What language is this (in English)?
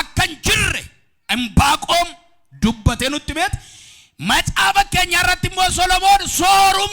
Oromo